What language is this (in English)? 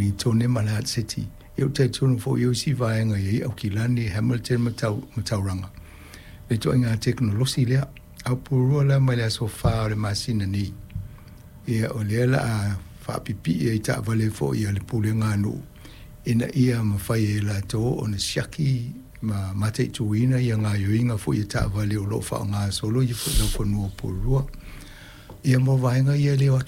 Samoan